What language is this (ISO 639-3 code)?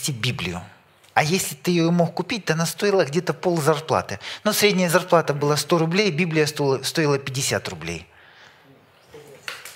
rus